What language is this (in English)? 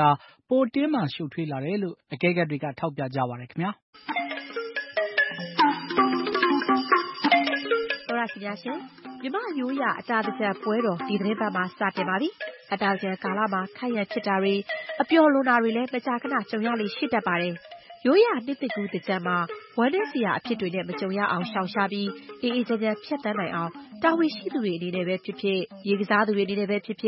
Burmese